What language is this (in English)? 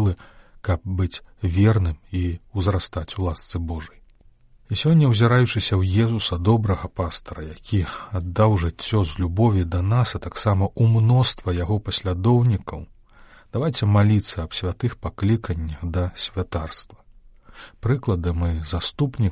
Belarusian